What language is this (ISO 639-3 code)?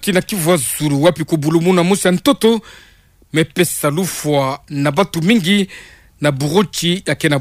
ktu